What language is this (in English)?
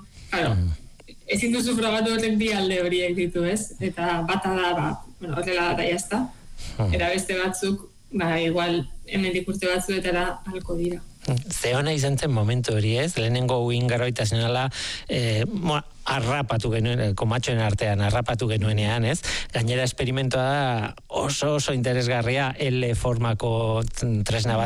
Basque